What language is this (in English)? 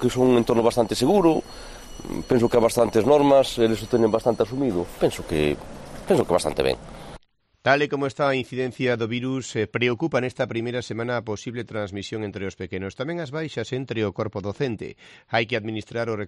Galician